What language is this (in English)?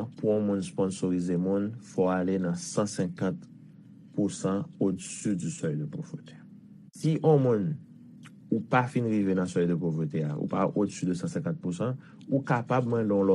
Haitian Creole